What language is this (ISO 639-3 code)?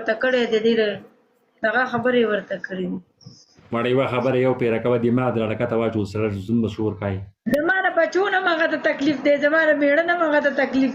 pus